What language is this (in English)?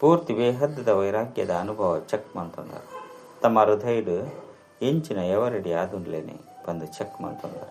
Tulu